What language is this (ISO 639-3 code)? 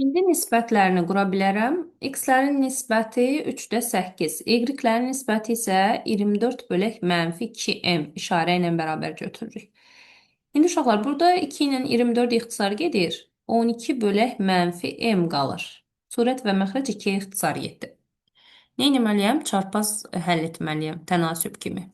aze